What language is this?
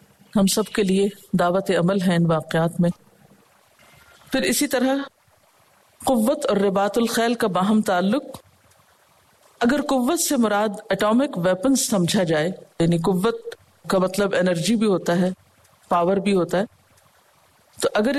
Urdu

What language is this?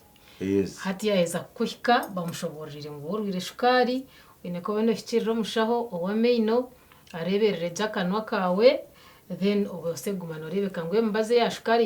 Nyankole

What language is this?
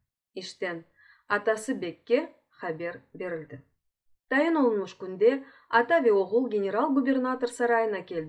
Crimean Tatar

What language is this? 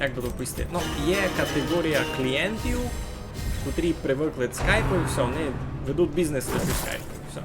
Rusyn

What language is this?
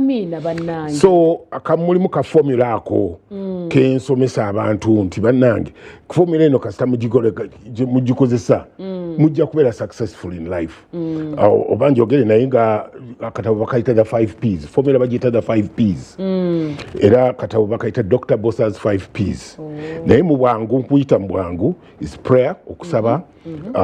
Ganda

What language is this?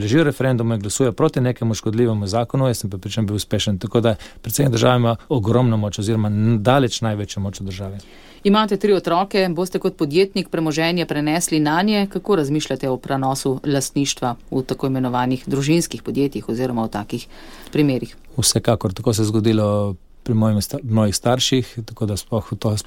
Slovenian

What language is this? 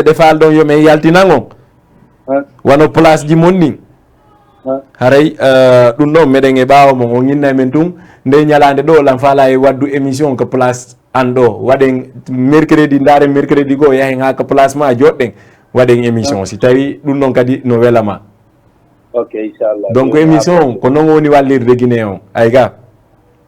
Fula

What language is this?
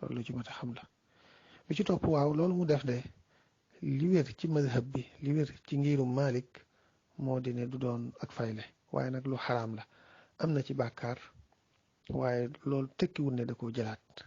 Wolof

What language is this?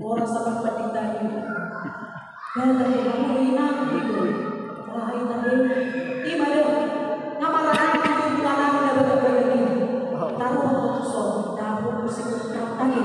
Batak Toba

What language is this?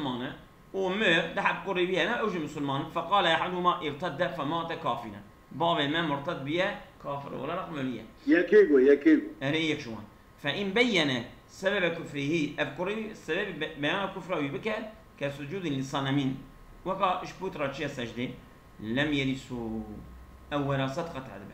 Kurdish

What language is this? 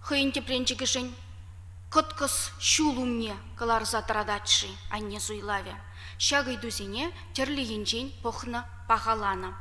Chuvash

